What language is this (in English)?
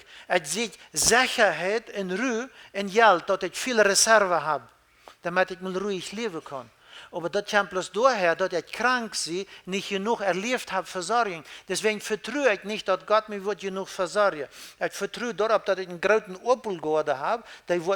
Plautdietsch